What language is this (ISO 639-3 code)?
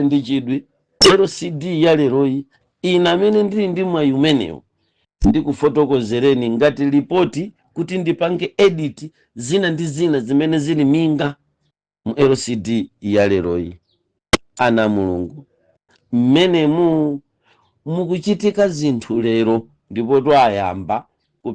nya